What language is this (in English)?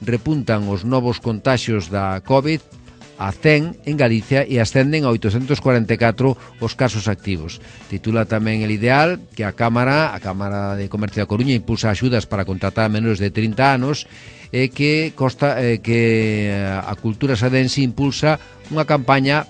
Galician